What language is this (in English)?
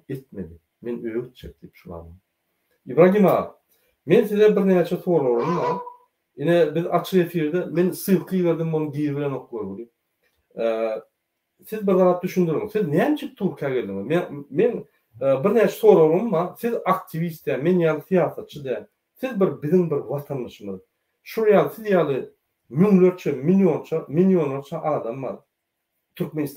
Turkmen